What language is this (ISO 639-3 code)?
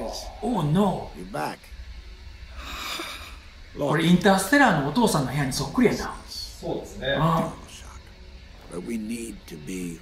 jpn